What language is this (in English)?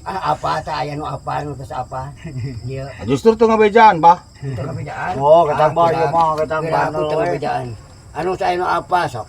Sundanese